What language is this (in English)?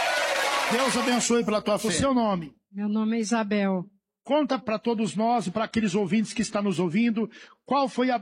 Portuguese